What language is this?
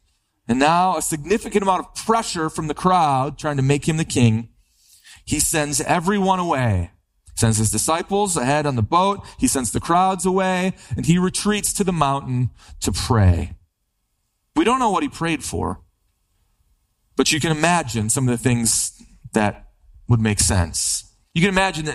English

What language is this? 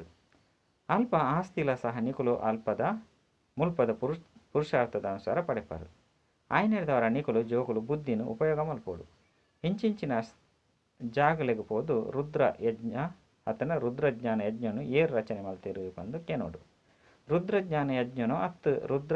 Tulu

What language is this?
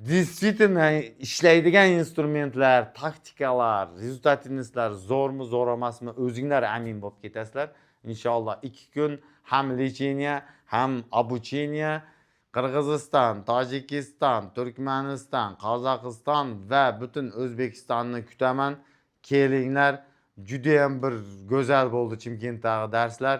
Uzbek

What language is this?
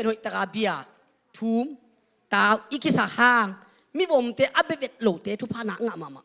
Tedim Chin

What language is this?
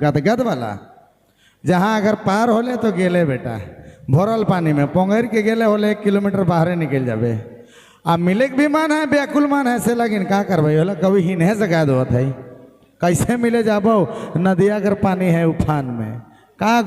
Sadri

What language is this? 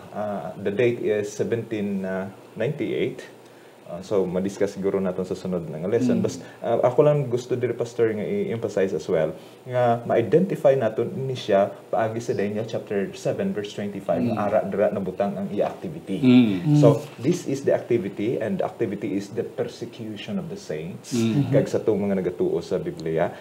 Hiligaynon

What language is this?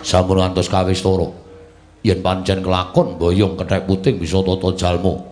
Javanese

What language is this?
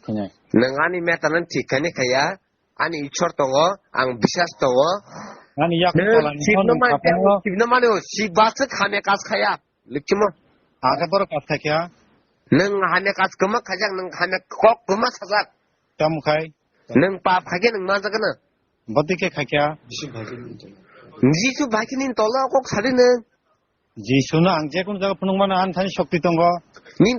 Kok Borok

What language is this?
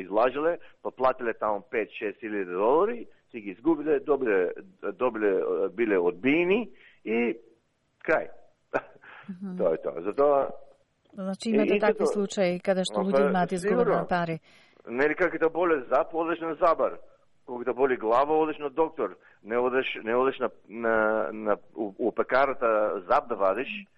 Macedonian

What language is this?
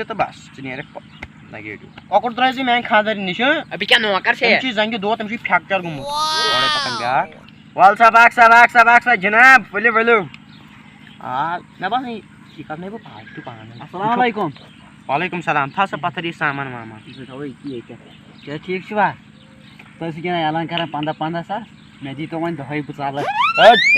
Kashmiri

